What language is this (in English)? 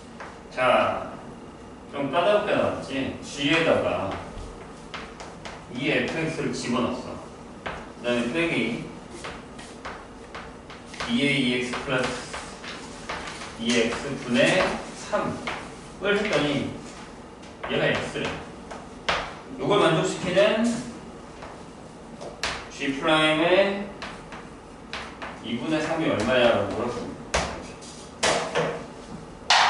Korean